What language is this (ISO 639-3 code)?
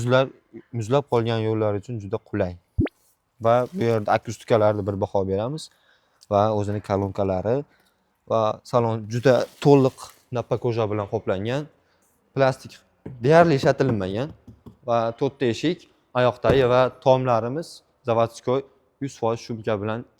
uzb